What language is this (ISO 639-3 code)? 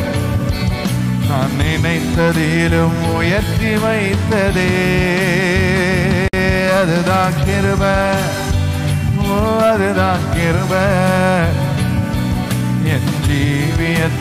tam